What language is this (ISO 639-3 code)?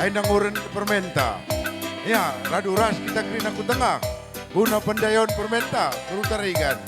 btx